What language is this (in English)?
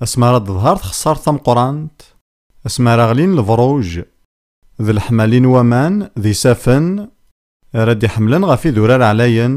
Kabyle